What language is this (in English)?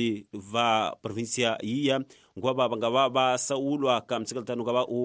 Tsonga